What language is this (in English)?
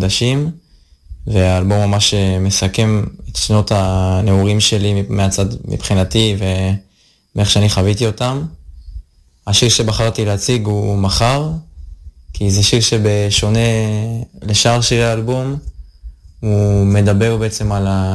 Hebrew